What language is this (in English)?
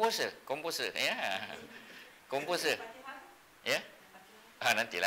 Malay